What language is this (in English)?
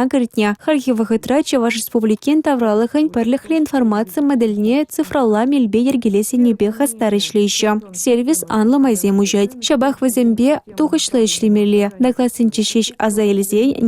Chuvash